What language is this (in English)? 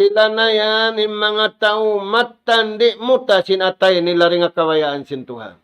Tausug